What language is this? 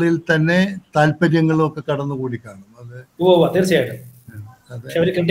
Malayalam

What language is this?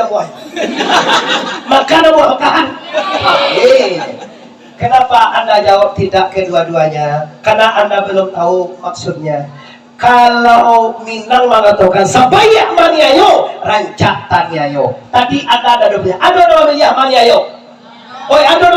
Minangkabau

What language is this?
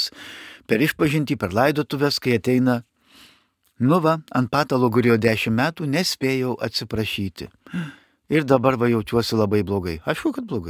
Lithuanian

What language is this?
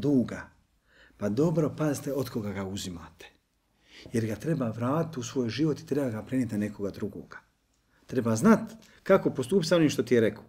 Bosnian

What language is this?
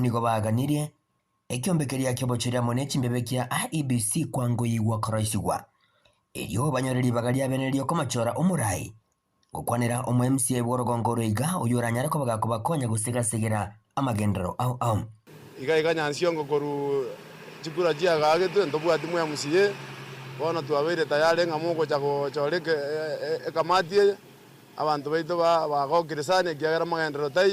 Gusii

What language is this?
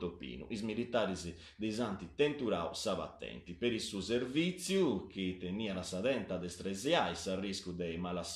Sardinian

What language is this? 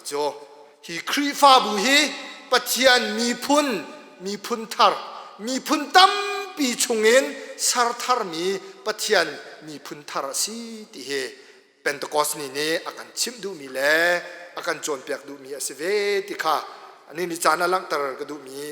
Hakha Chin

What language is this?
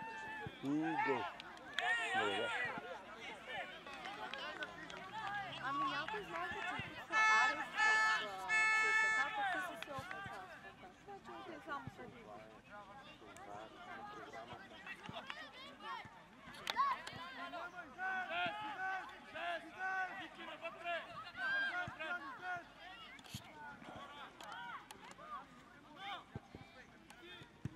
Bulgarian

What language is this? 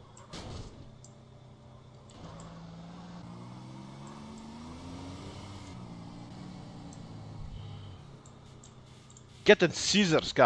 Croatian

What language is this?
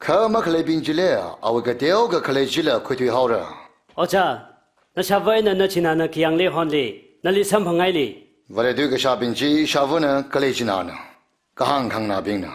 Tangkhul Naga (India)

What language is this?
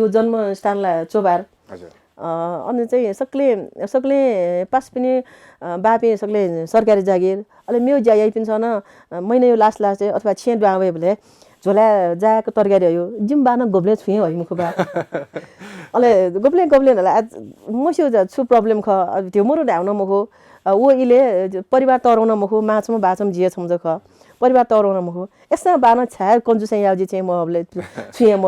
Newari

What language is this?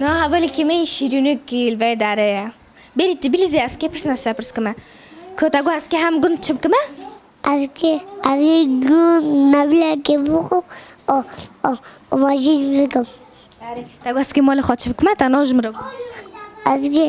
Kurdish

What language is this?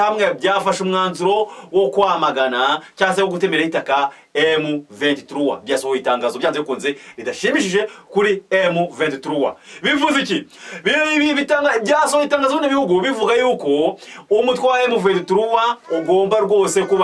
Kinyarwanda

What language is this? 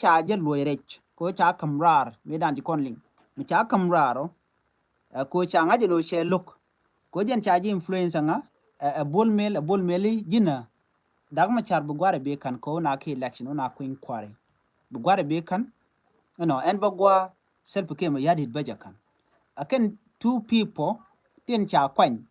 Nuer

